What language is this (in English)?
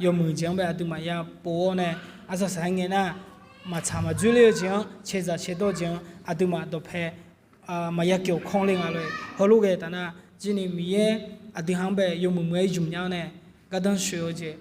Akha